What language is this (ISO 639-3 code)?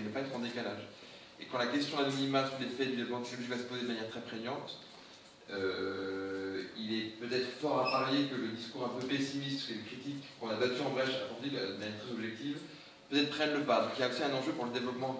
fra